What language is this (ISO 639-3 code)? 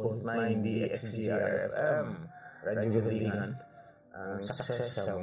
hil